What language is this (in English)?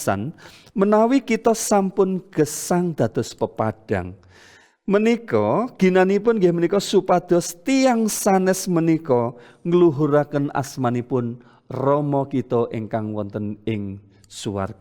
Javanese